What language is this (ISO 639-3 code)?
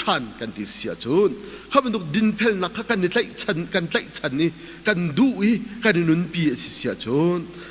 cnh